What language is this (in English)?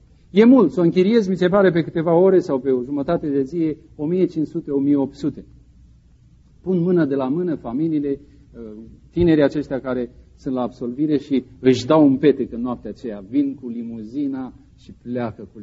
Romanian